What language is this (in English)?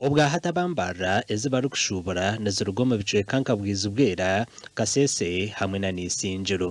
Nyankole